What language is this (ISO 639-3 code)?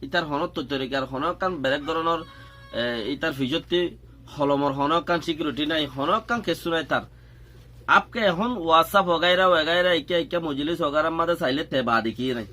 rhg